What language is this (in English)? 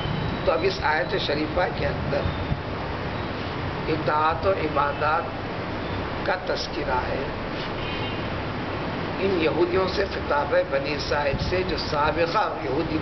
Urdu